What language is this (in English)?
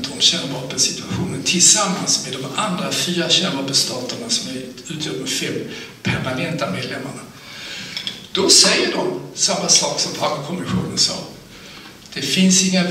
Swedish